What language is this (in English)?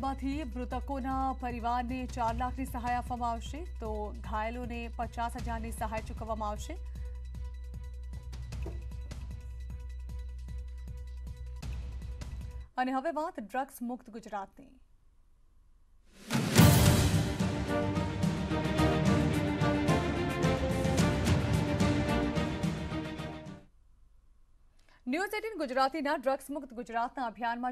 Gujarati